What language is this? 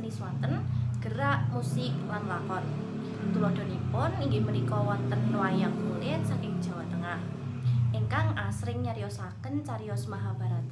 Javanese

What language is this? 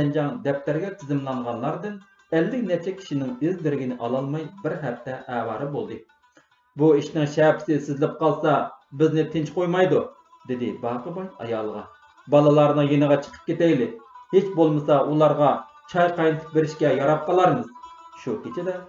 Uyghur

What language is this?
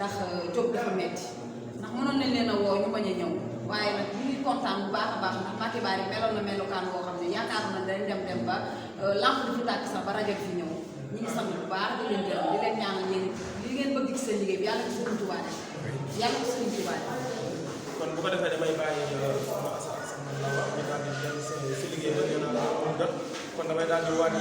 Wolof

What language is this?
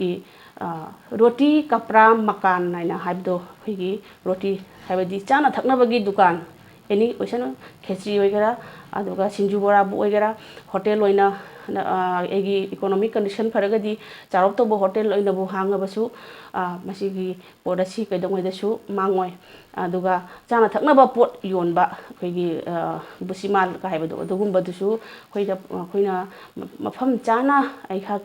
Manipuri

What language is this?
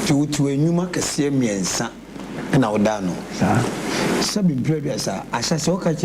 Akan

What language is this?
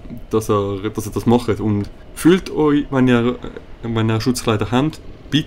Swiss German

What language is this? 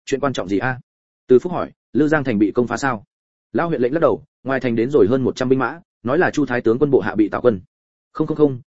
Vietnamese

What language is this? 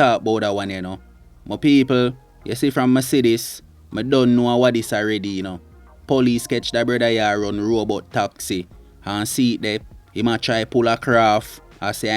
Jamaican Creole English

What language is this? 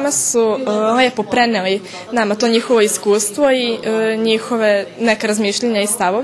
Rusyn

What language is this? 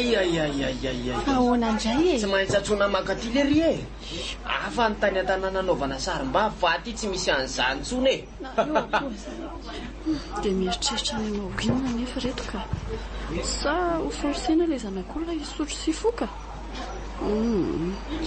Malagasy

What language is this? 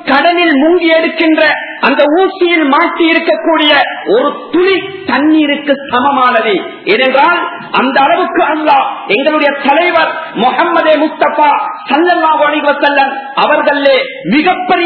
Tamil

